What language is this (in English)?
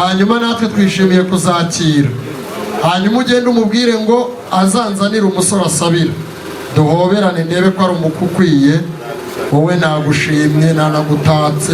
Kinyarwanda